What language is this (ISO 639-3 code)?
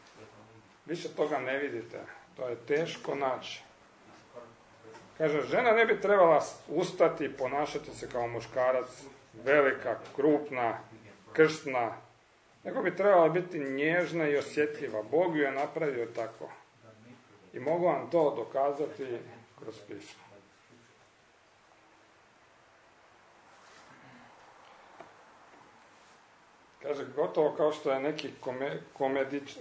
hrv